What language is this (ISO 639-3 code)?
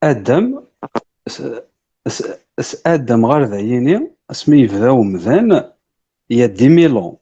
kab